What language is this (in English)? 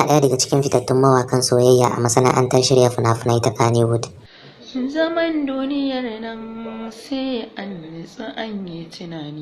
Hausa